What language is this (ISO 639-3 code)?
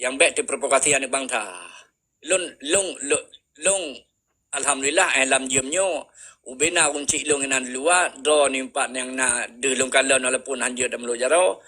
ace